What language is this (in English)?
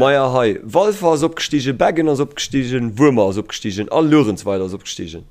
Luxembourgish